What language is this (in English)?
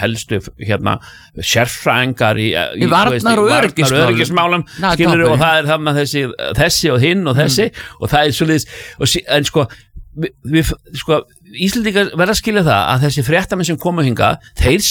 Icelandic